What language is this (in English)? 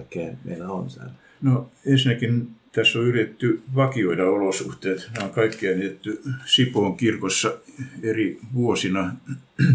Finnish